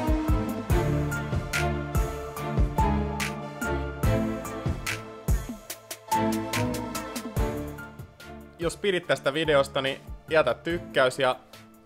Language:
Finnish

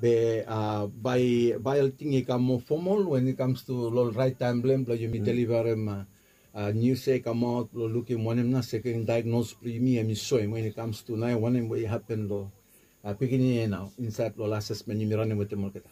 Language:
Bislama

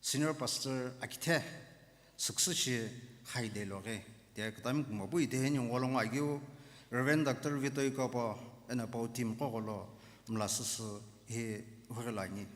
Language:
Sumi Naga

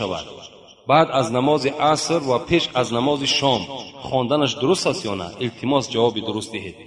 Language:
Tajik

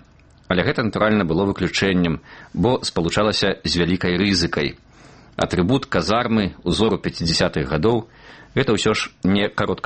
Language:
Belarusian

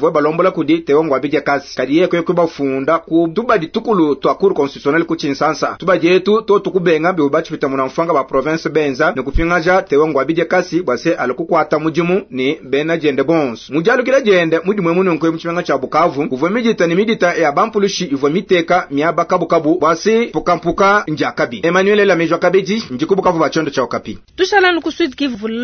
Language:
Luba-Lulua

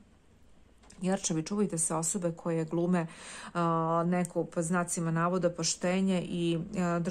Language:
Serbian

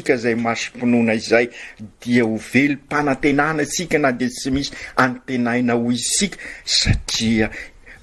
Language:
Malagasy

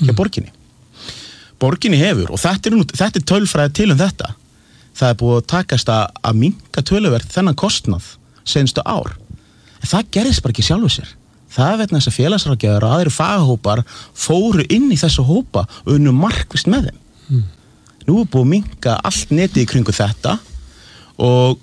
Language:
Icelandic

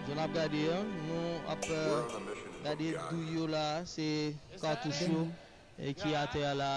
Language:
Haitian Creole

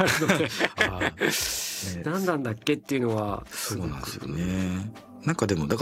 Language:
Japanese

